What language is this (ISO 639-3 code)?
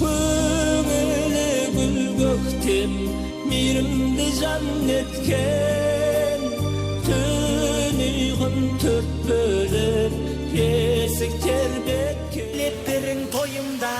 kaa